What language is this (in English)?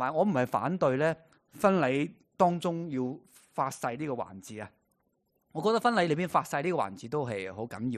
Cantonese